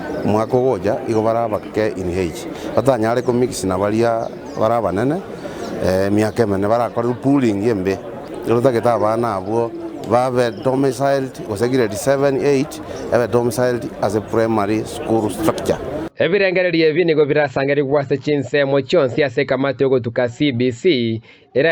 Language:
Gusii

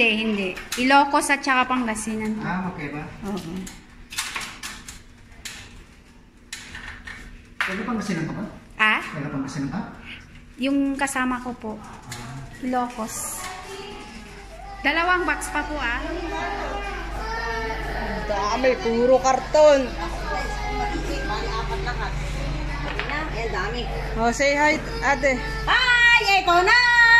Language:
Filipino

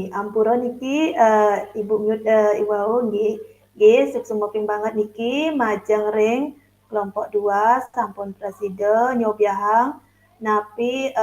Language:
Balinese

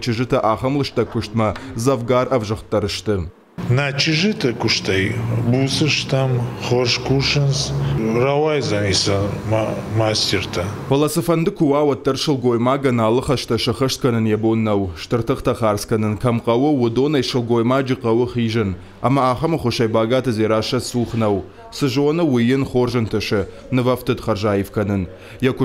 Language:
Ossetic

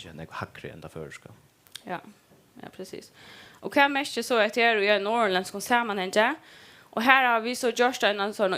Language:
Faroese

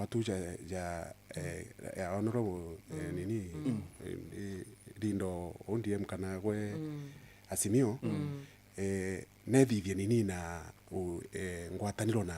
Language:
Meru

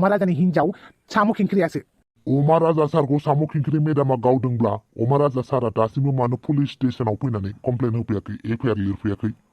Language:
Bodo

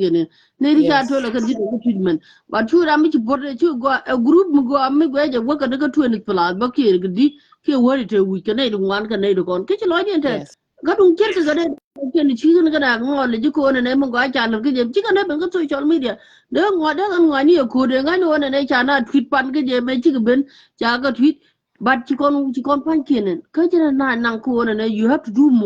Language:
Nuer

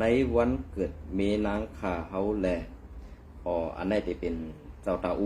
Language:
Shan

